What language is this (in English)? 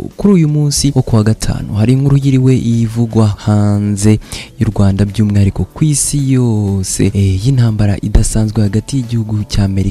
Kinyarwanda